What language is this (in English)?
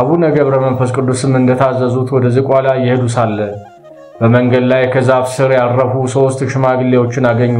Amharic